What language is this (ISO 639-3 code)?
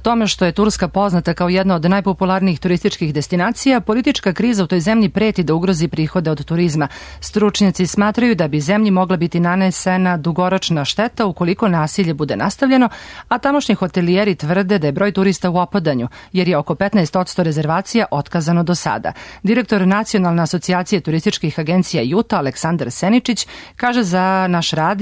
srp